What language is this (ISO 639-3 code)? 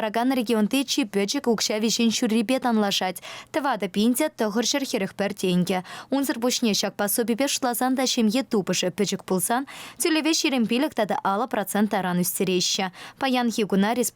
chv